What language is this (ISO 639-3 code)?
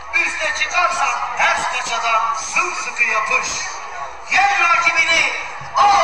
tur